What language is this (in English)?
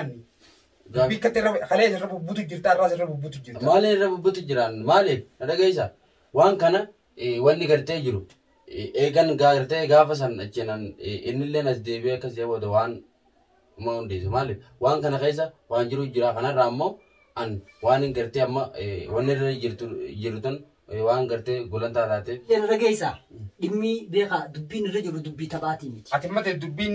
Oromo